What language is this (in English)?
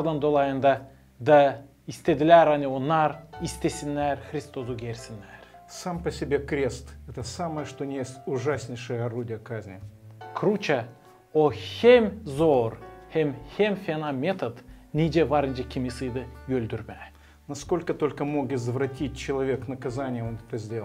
Gagauz